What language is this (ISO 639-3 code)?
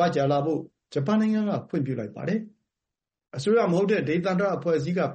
mya